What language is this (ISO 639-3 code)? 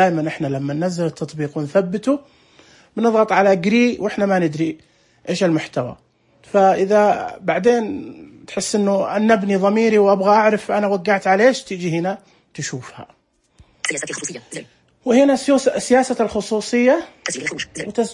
ars